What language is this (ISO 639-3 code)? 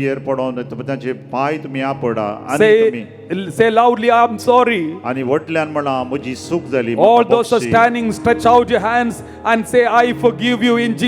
kok